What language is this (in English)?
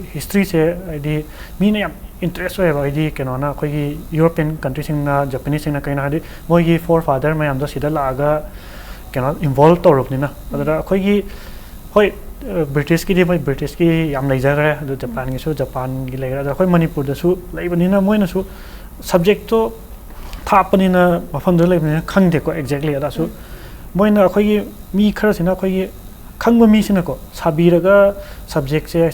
Manipuri